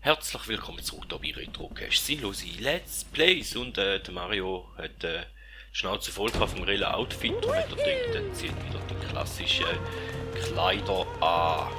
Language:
Swiss German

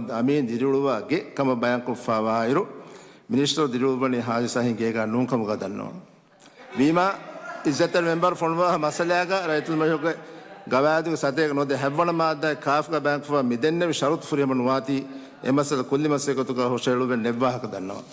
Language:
Divehi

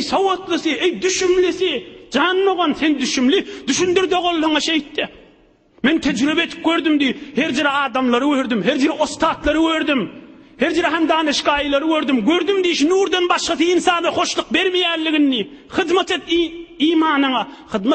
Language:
Turkmen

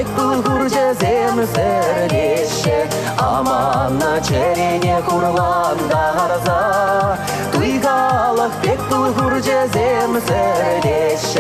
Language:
Chuvash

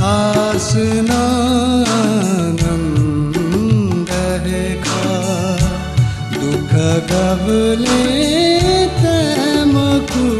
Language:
Newari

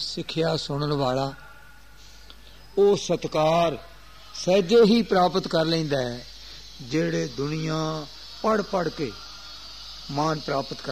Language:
Punjabi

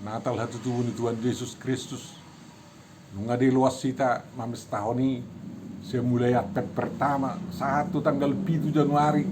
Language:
Batak Toba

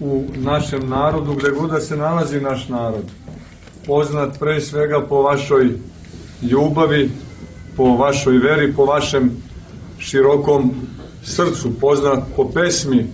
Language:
Serbian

